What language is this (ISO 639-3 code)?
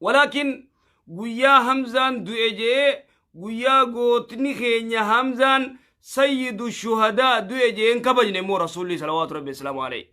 orm